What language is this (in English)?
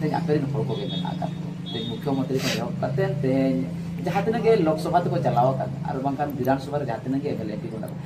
Santali